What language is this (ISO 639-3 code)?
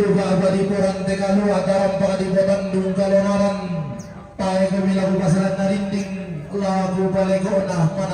sda